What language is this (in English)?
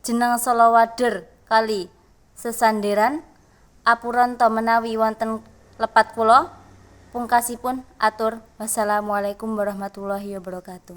Javanese